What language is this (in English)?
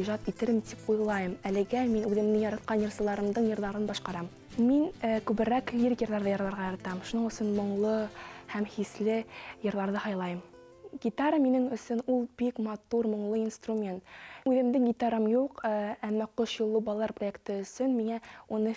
Bashkir